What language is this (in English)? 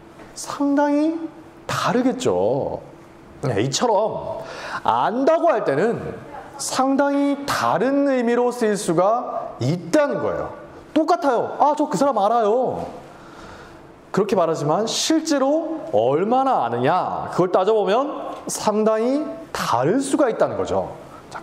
Korean